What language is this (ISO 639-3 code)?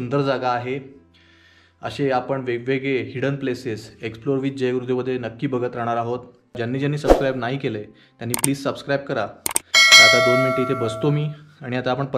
mar